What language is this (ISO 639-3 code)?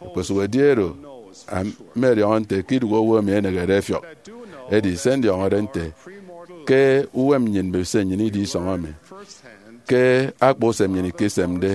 efi